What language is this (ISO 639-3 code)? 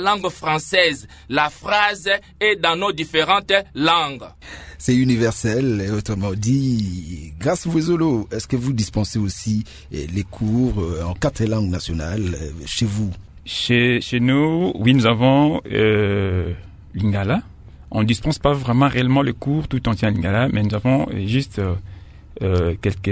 fra